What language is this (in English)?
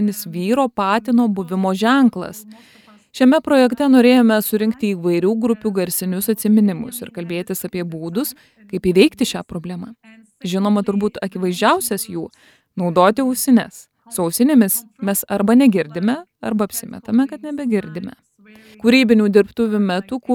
Lithuanian